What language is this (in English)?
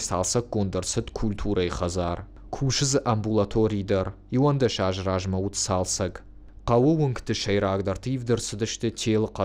Ossetic